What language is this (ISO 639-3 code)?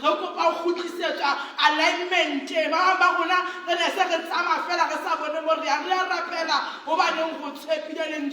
sot